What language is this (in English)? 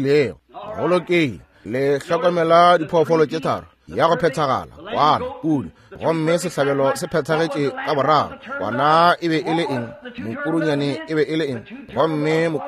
Northern Sotho